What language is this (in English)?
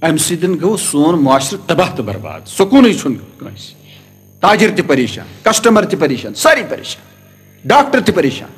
Kashmiri